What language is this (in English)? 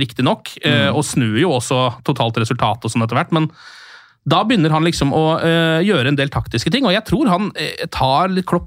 Norwegian